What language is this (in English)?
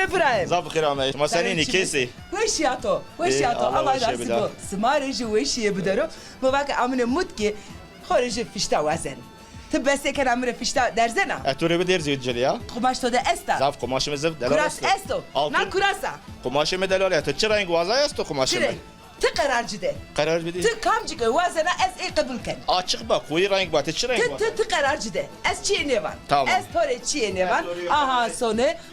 Zaza